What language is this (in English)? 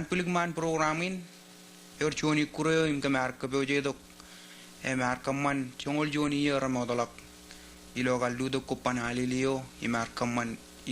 Marshallese